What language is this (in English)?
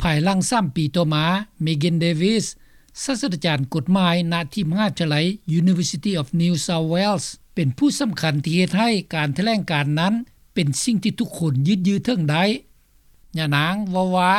Lao